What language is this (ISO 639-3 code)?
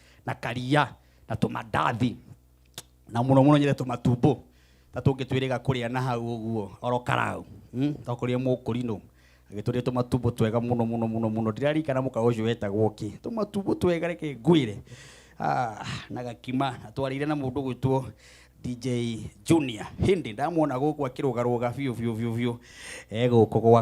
kik